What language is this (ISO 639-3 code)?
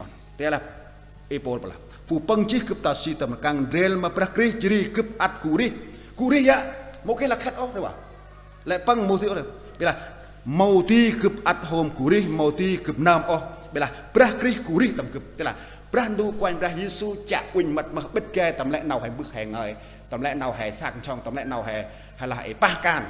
cmo